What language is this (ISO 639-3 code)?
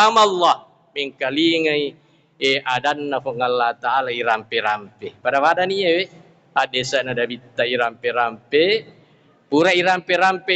bug